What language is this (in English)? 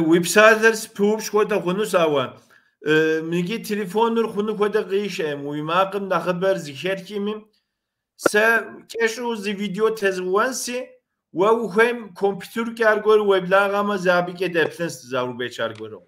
Kabardian